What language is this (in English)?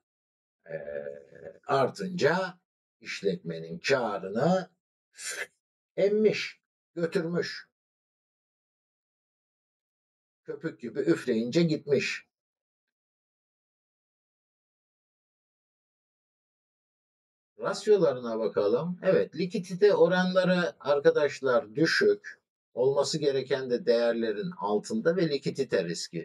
Turkish